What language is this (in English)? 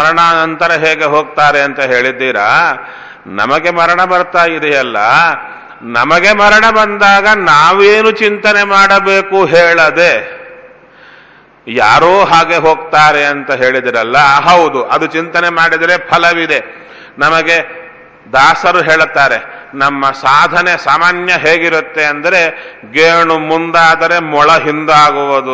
Kannada